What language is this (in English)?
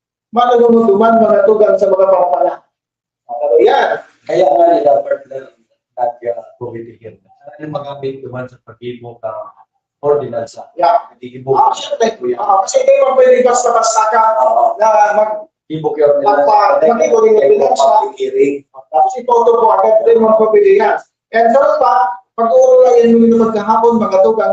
Bikol